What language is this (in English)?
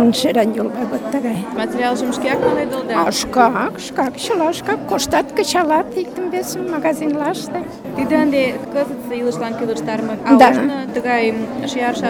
Mari